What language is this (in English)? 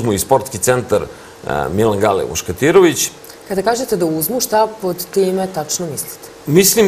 Serbian